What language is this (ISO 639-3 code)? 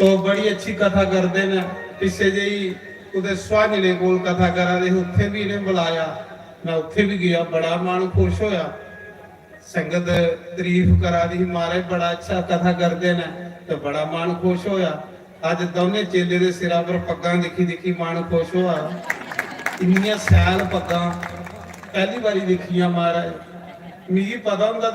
doi